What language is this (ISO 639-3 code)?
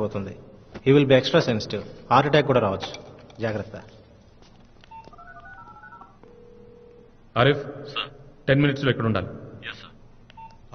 tel